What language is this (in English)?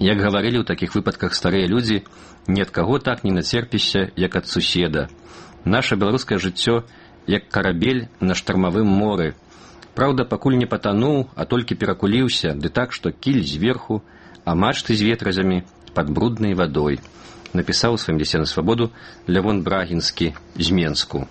Belarusian